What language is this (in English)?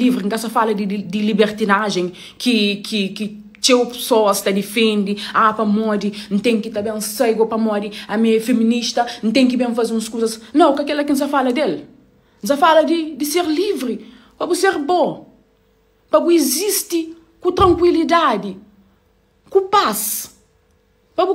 Kabuverdianu